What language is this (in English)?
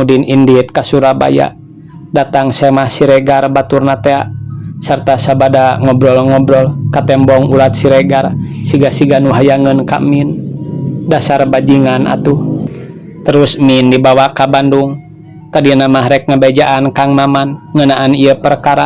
Sundanese